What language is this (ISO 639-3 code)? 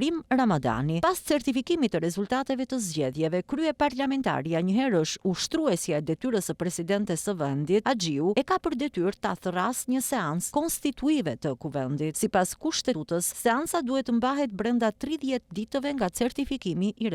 sqi